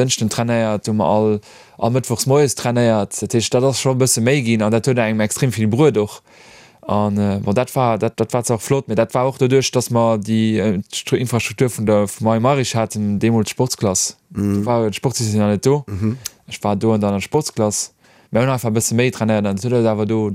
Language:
Luxembourgish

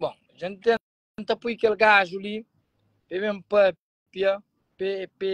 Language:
Kabuverdianu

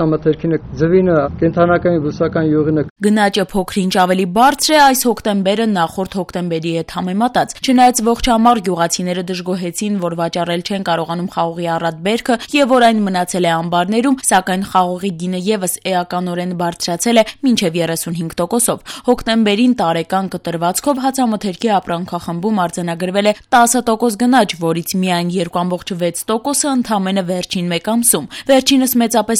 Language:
Armenian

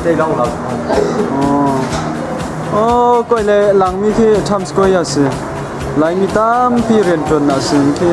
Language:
Hakha Chin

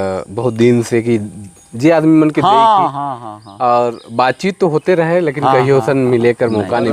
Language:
Sadri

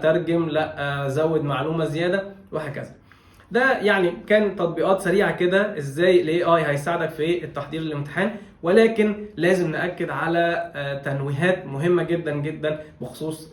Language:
Egyptian Arabic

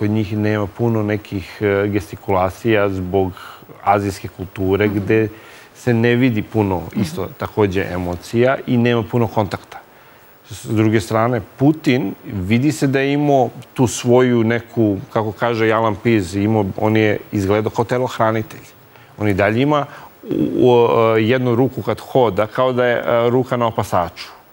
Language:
Serbian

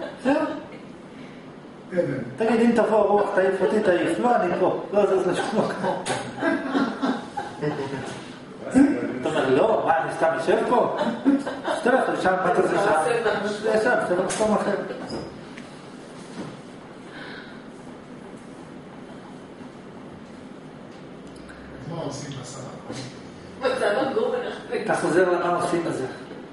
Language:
Hebrew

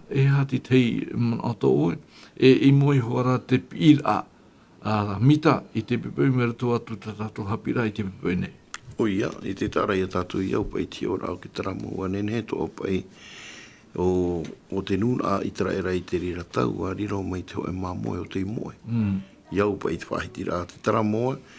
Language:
Tahitian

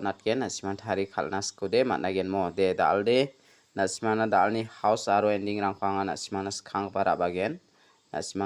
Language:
Garo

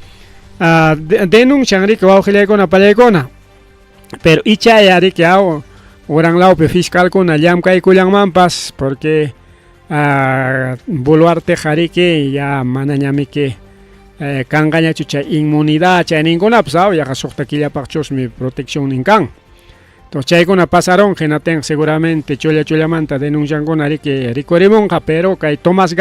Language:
Ayacucho Quechua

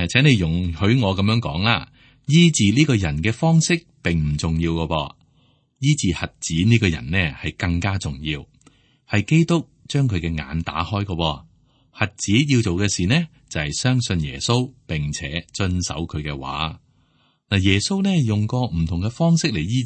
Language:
Cantonese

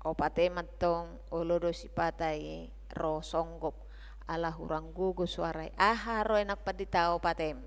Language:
Batak Toba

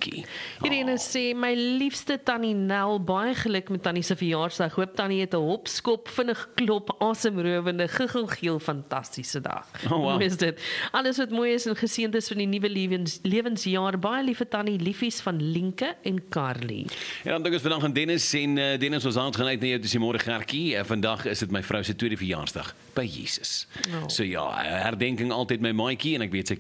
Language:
Afrikaans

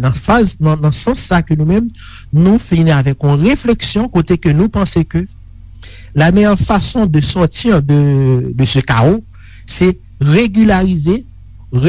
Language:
Haitian Creole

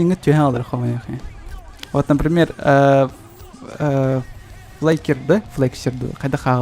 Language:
Yakut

